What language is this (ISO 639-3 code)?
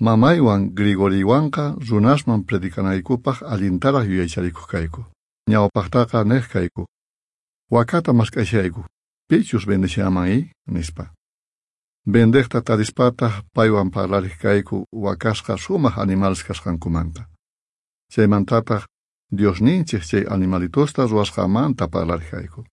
quh